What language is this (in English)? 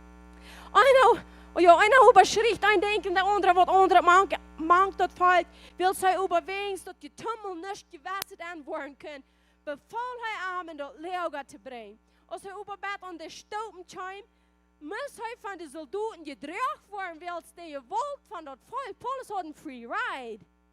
Plautdietsch